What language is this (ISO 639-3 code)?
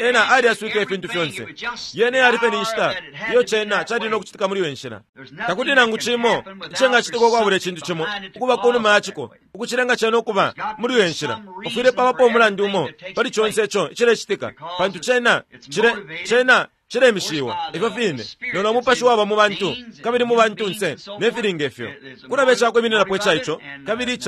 bem